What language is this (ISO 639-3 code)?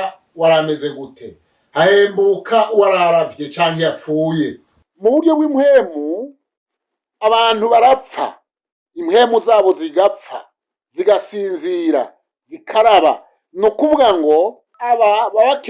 run